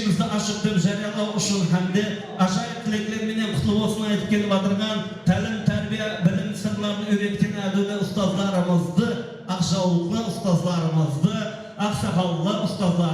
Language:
Kara-Kalpak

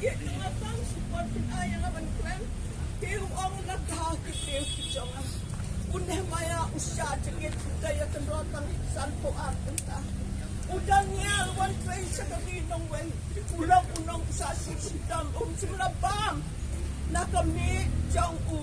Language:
Khasi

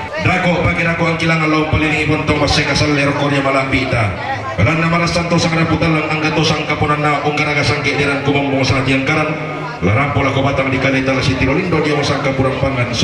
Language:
Toraja-Sa'dan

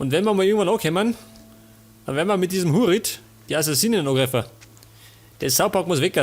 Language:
Bavarian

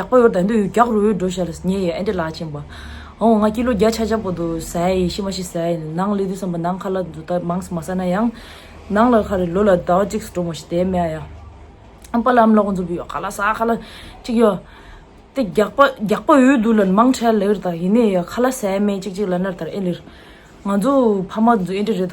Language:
Tibetan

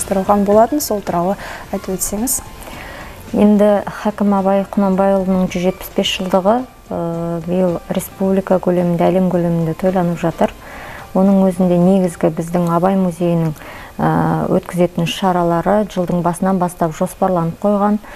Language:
Kazakh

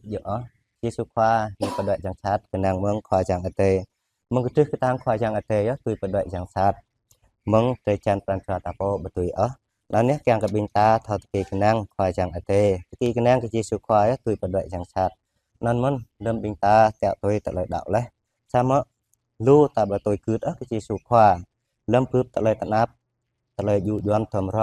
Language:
Jarai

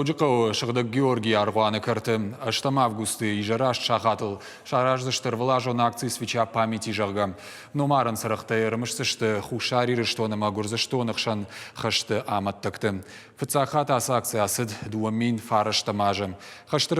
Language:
Ossetic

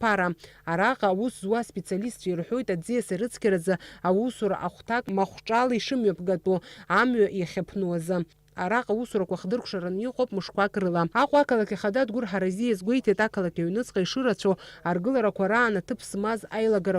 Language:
Abkhazian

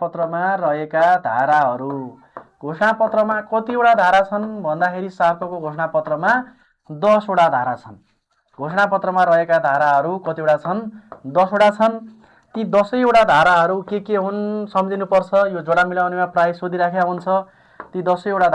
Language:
Nepali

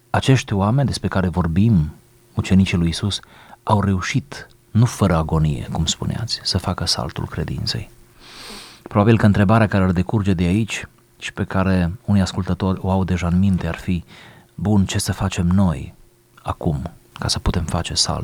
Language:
Romanian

